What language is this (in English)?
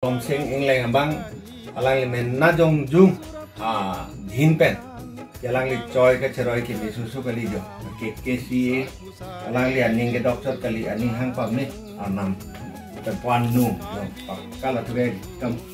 Karbi